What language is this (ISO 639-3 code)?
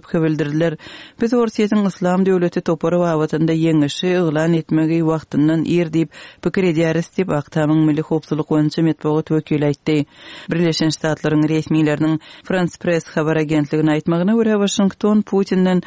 kir